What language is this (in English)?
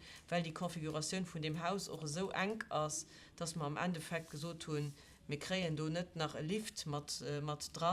Luxembourgish